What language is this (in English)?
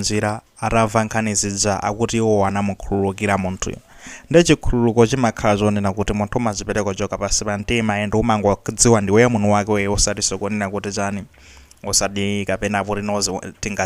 Nyanja